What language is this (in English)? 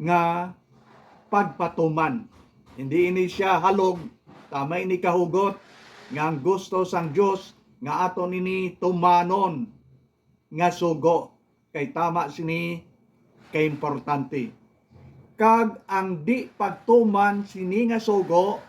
Hiligaynon